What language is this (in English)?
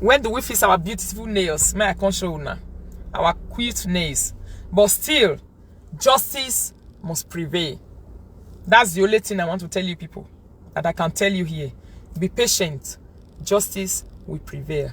Nigerian Pidgin